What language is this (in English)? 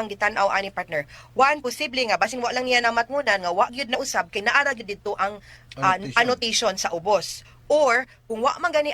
Cebuano